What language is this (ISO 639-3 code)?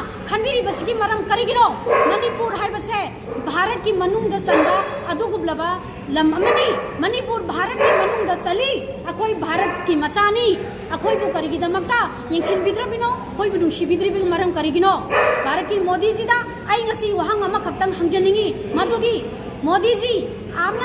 mni